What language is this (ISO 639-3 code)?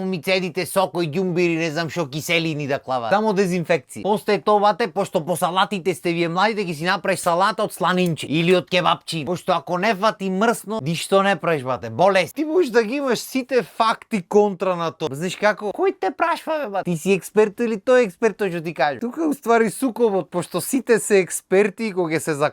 mkd